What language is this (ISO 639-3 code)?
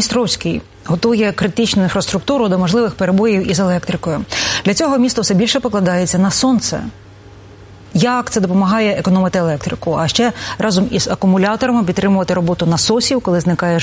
ukr